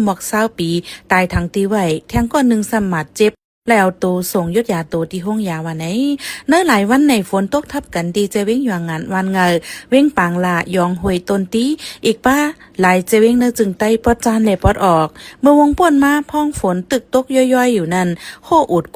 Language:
Shan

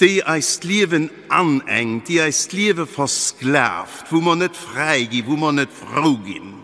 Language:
Luxembourgish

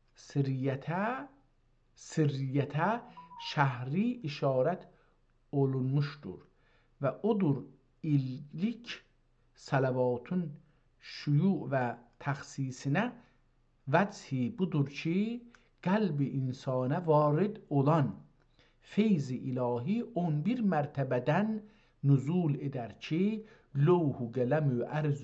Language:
South Azerbaijani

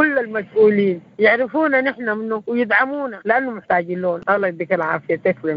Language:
Sudanese Arabic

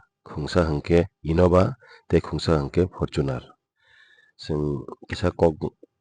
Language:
Kok Borok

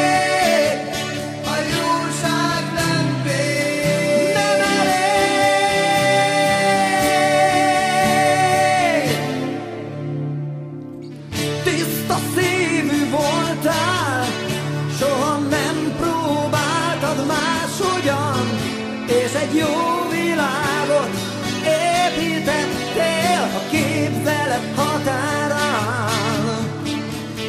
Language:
Hungarian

